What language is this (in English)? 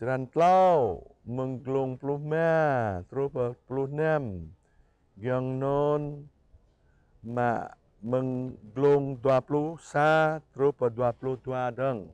Jarai